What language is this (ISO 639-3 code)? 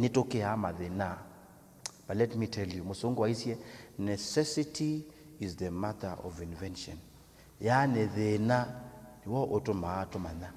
kam